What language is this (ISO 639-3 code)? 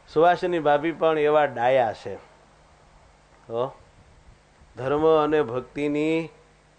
guj